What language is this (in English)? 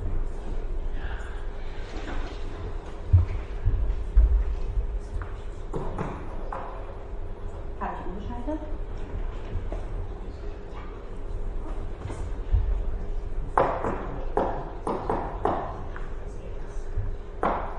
German